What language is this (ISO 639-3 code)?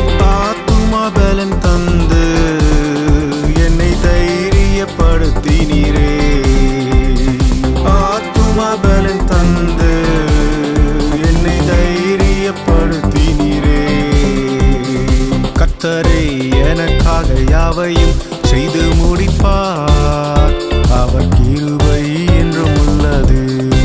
tam